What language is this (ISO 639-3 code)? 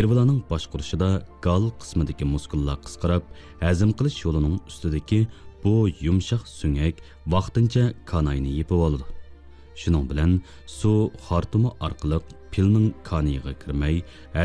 uig